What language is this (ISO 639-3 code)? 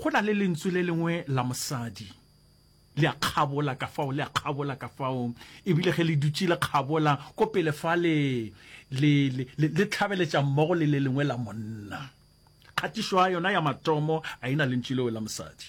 nso